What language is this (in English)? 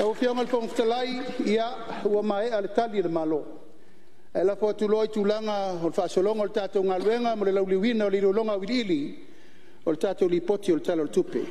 Samoan